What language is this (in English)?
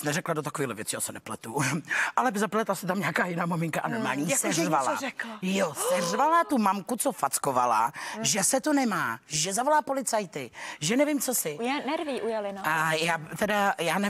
Czech